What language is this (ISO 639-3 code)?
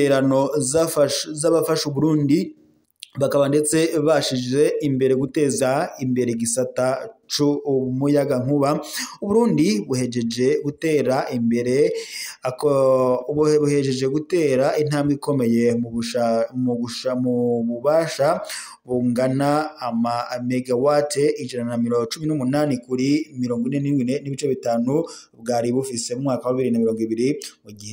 run